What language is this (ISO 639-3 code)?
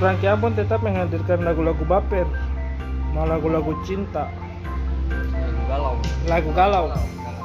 abs